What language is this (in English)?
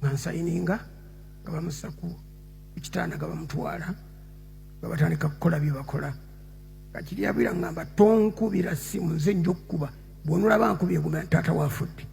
Ganda